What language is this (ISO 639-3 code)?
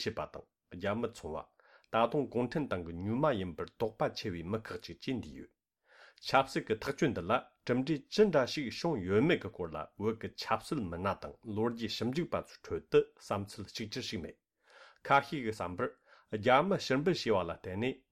bod